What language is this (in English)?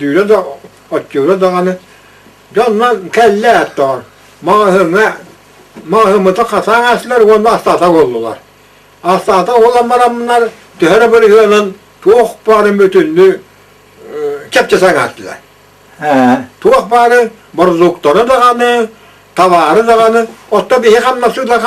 Yakut